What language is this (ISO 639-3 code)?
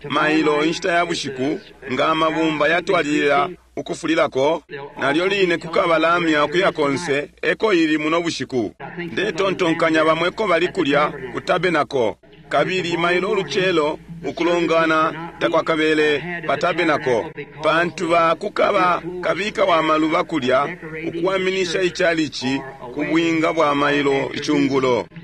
bem